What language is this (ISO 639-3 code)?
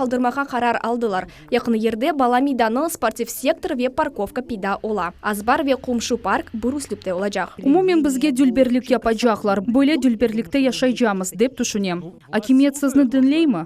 crh